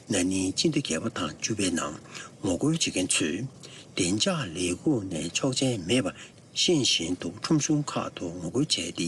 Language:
Tibetan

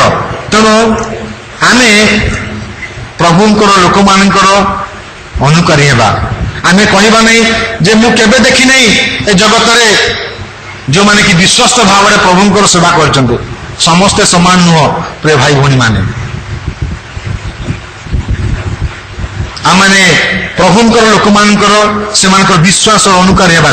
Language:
Odia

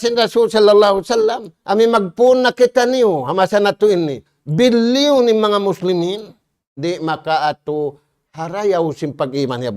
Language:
Tausug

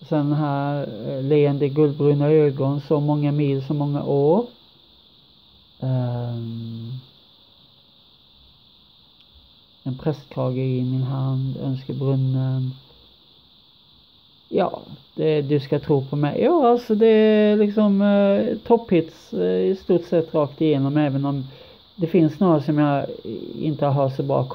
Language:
Swedish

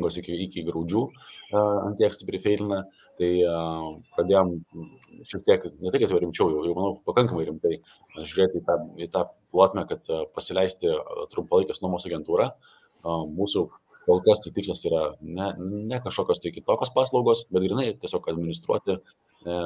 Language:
Lithuanian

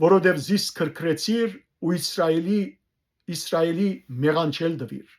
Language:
Western Armenian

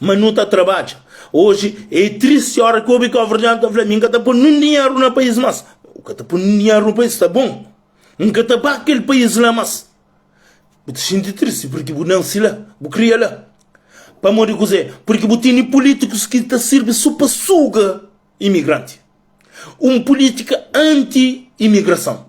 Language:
Kabuverdianu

